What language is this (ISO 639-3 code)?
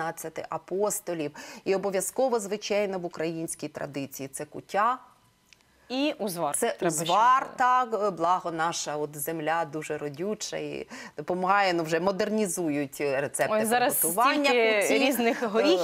ukr